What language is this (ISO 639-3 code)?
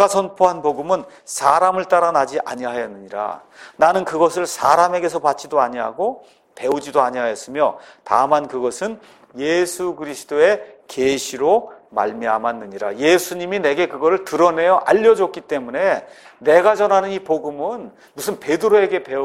kor